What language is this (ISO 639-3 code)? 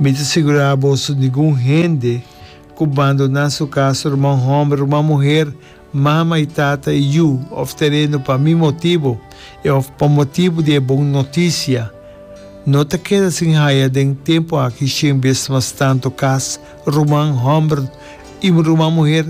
pap